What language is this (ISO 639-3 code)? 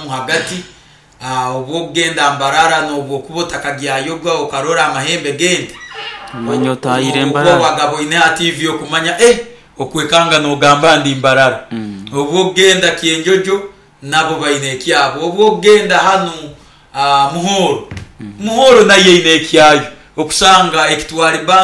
nyo